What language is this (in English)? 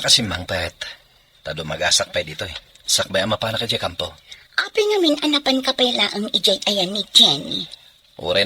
Iloko